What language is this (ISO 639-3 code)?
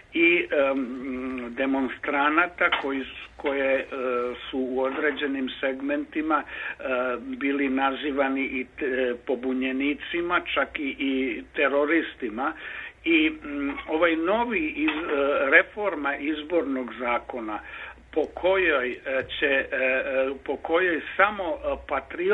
srp